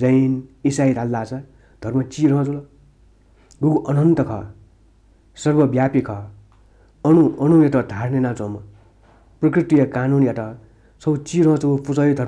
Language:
Newari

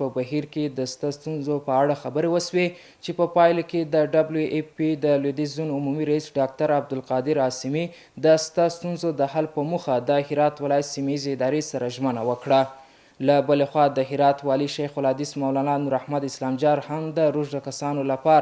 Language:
Pashto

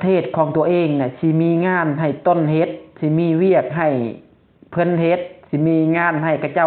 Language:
Lao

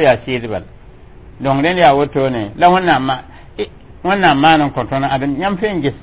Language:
Mossi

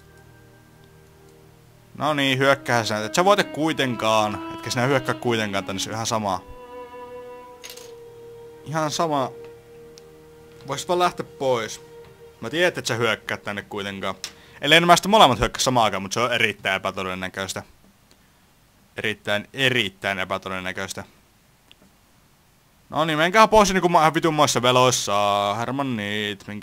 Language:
Finnish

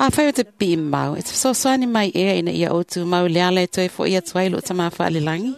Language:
Samoan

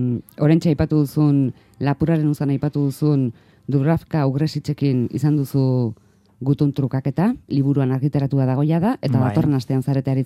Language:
Basque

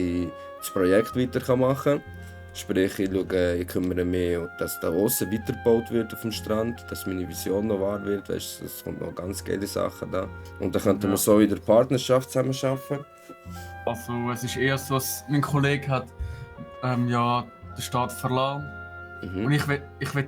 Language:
Swiss German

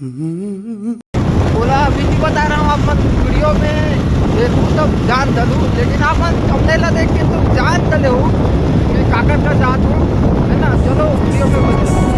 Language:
Chhattisgarhi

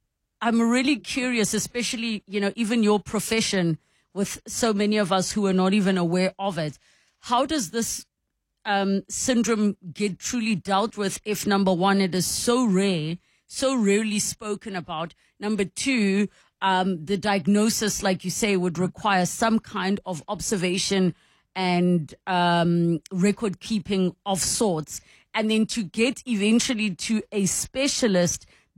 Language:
English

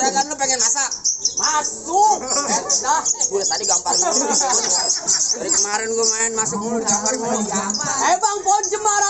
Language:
Betawi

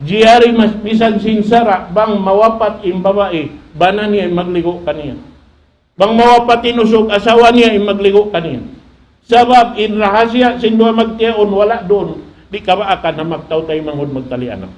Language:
Tausug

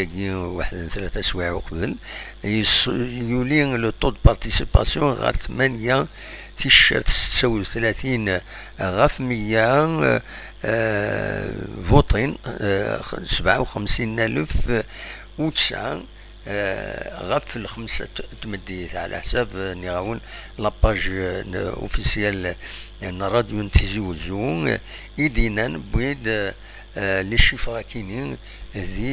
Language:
Kabyle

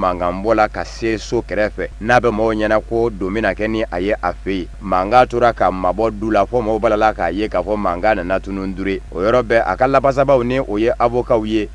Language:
Bambara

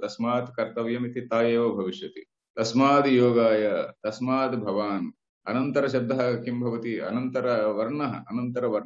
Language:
Sanskrit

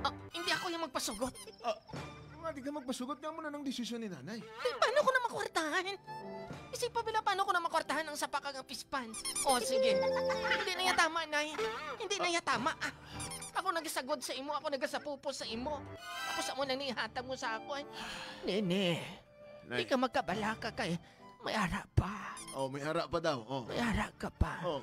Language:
Hiligaynon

